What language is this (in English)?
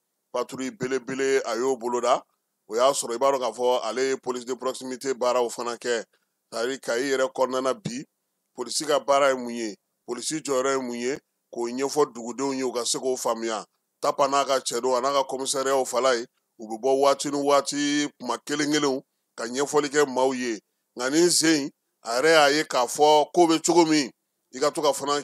Bambara